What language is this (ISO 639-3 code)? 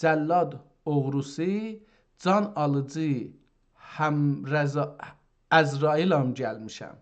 azb